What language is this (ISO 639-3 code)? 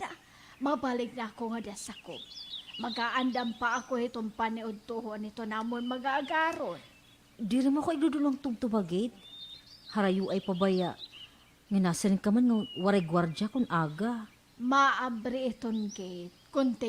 war